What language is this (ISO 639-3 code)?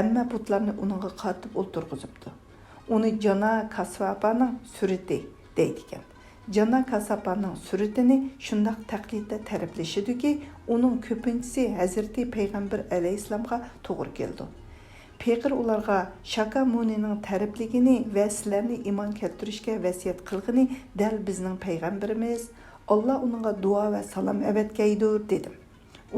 uig